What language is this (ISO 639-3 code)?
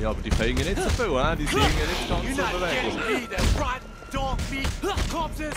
gsw